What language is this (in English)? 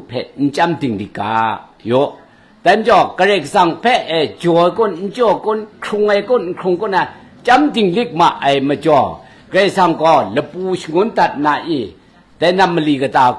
Kachin